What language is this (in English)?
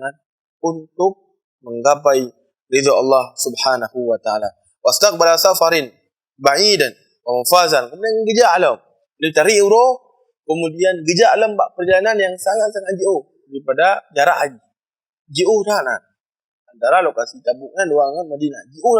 Achinese